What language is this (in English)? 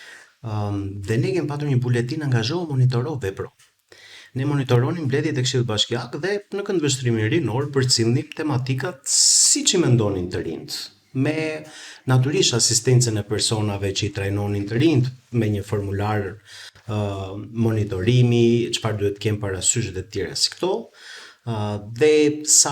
Albanian